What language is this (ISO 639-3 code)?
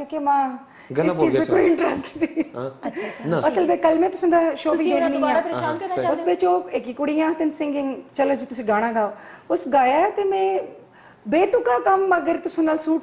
pan